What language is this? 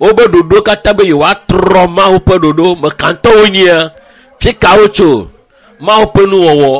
Ewe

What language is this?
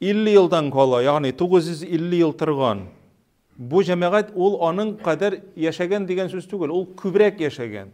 Tatar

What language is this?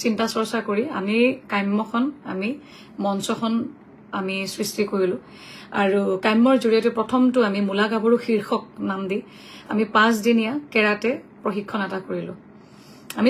Assamese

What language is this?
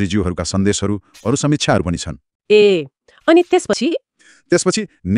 Nepali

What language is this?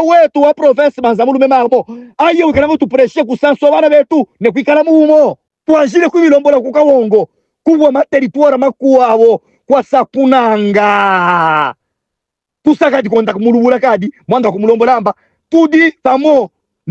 Luba-Katanga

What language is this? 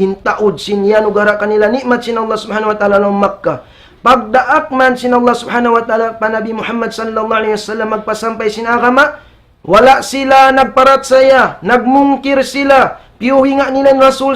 Tausug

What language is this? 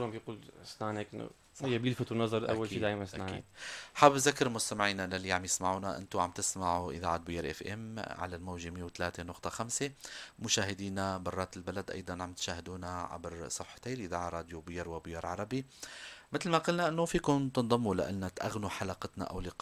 North Levantine Arabic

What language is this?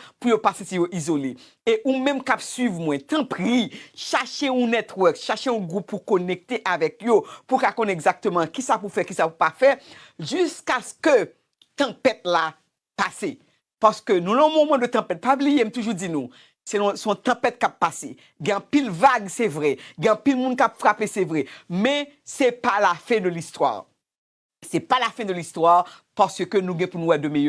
Haitian Creole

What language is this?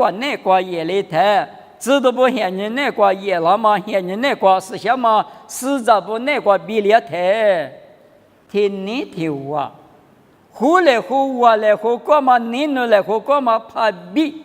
Lisu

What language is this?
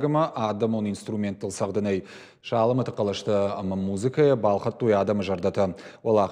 Ossetic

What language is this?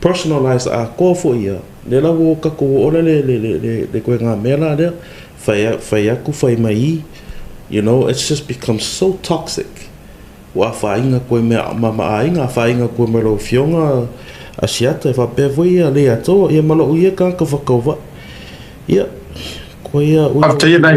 Samoan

